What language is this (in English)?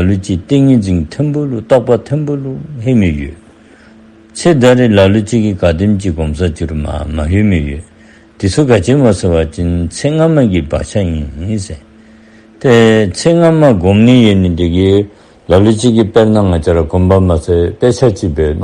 Dzongkha